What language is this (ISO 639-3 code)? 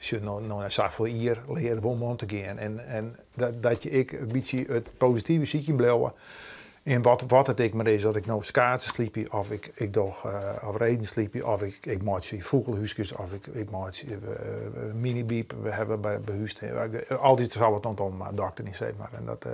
fry